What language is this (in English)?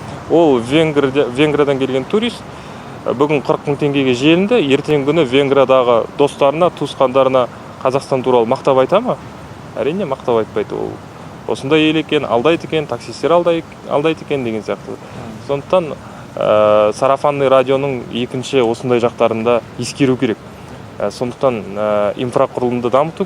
Kazakh